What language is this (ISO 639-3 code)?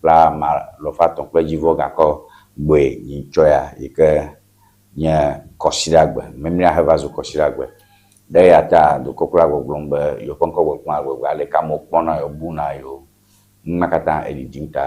ewe